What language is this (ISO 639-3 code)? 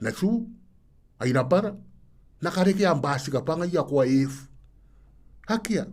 gil